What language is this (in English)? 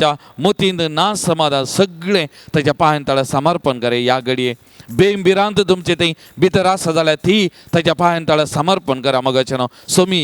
Konkani